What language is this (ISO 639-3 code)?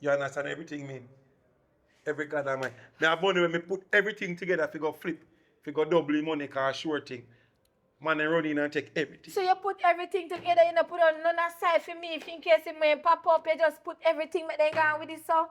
jam